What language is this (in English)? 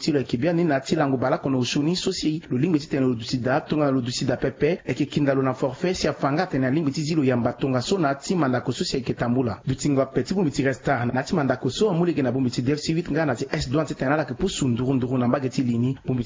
Sango